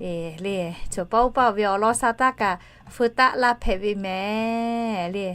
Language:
Lahu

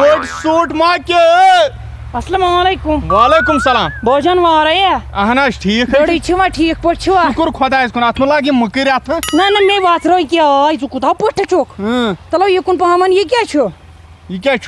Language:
Kashmiri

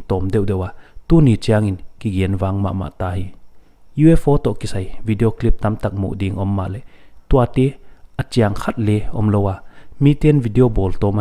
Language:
Paite Chin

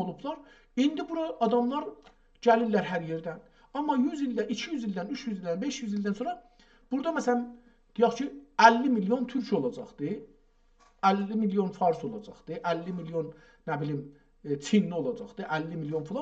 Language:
South Azerbaijani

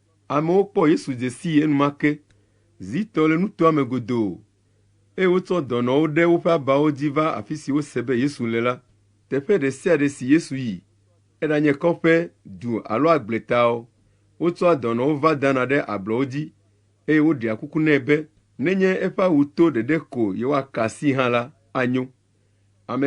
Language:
Ewe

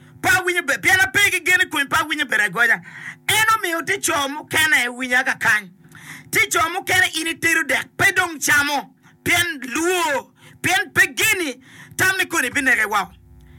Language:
Acoli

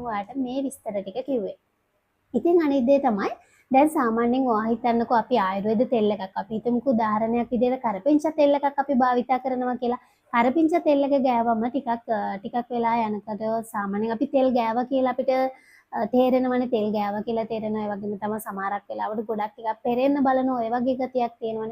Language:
Sinhala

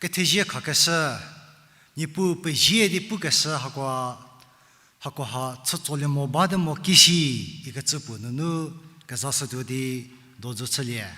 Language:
Angami Naga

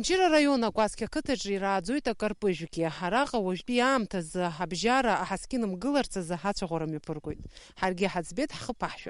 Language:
Abkhazian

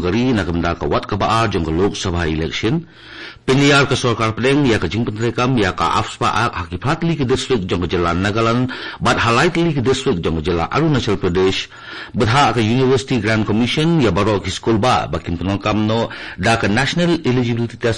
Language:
Khasi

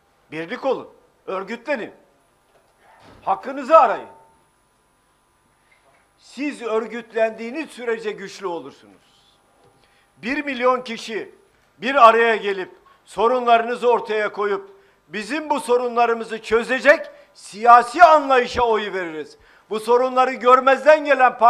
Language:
Turkish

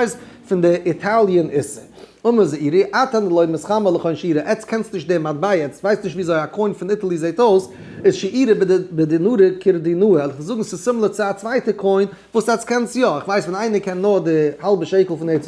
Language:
Yiddish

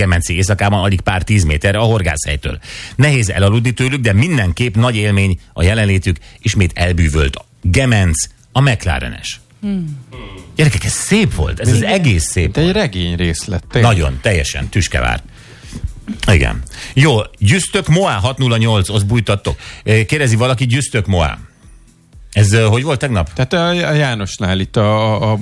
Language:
Hungarian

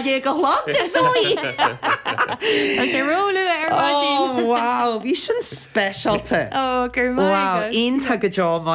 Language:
Irish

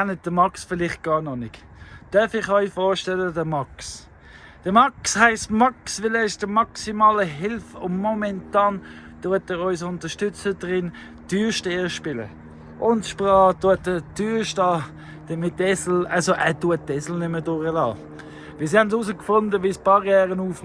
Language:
Swiss German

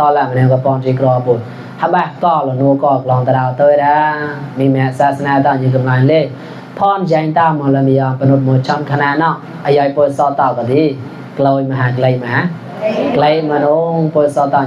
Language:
Mon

